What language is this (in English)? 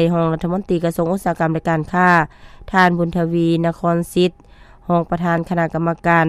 Lao